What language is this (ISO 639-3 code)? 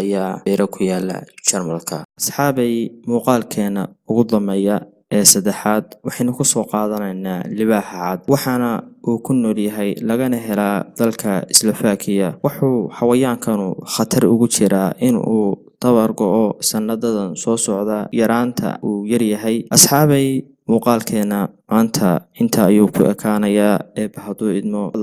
som